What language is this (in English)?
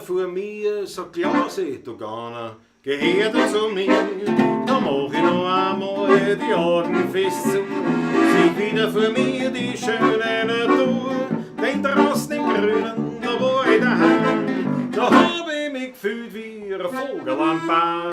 Bavarian